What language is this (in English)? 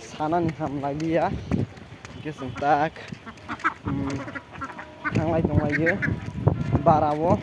Kok Borok